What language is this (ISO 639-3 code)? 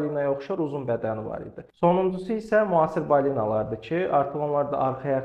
aze